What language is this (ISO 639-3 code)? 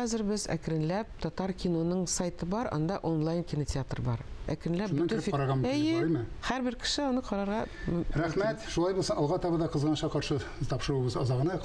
tat